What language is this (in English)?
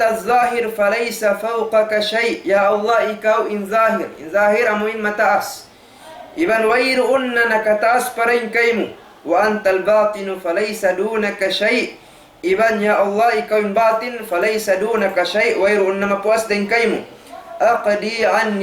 Tausug